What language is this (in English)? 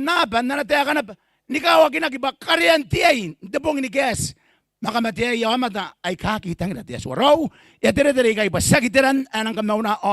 Gilbertese